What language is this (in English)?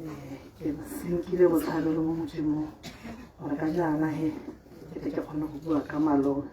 Tswana